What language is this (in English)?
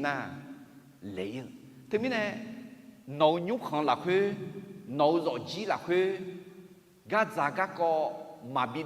Akha